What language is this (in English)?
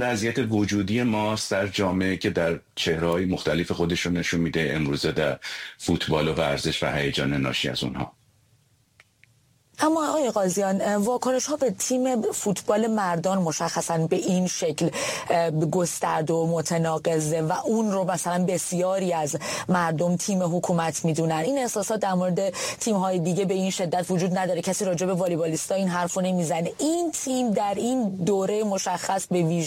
Persian